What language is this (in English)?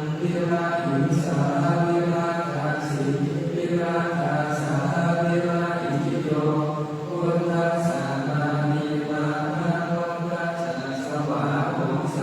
Pali